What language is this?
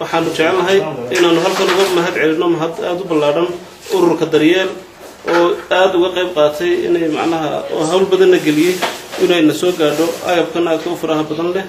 Somali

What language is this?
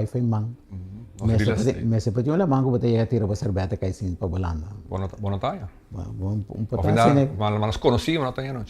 Papiamento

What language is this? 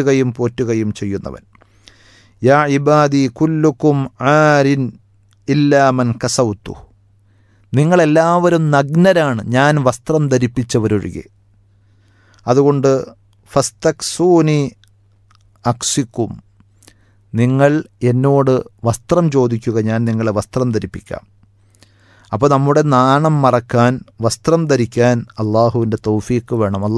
Malayalam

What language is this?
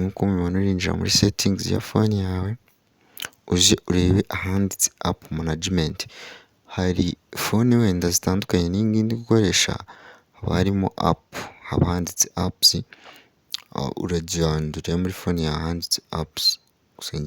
Kinyarwanda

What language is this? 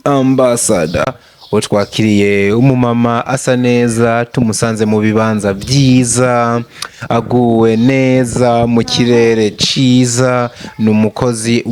Rundi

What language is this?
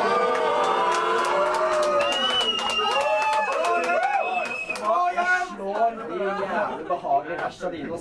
Norwegian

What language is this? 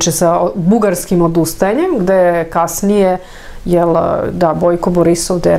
Serbian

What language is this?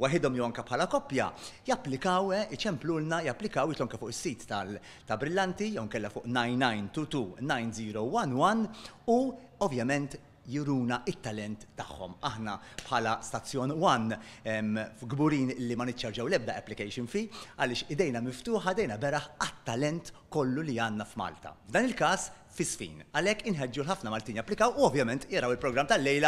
Maltese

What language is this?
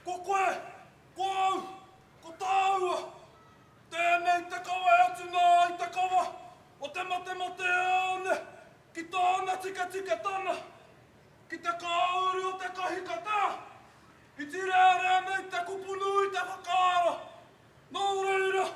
Māori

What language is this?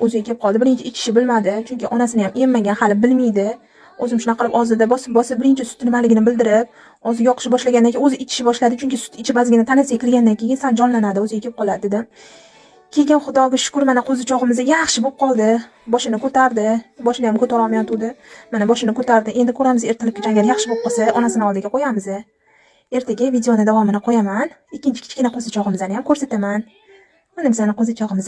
Uzbek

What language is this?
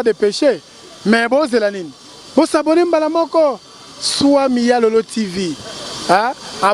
Lingala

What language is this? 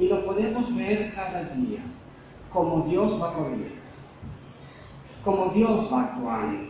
Spanish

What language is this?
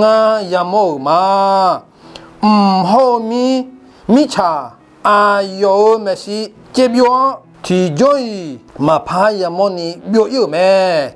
Akha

